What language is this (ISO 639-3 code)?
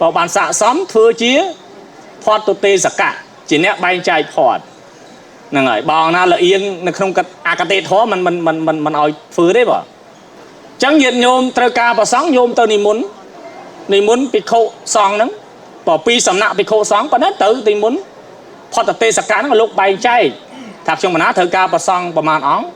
khm